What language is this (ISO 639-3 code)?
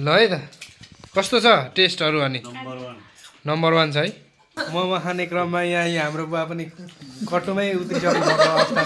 nep